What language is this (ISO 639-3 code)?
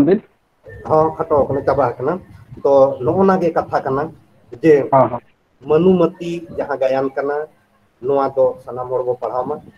sat